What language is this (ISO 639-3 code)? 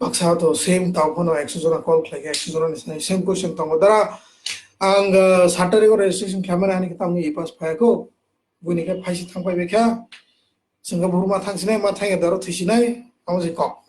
trp